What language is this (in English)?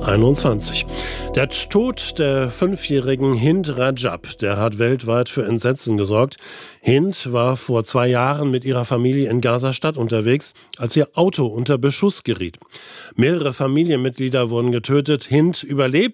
German